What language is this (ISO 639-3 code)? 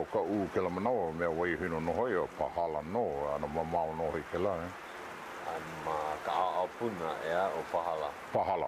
haw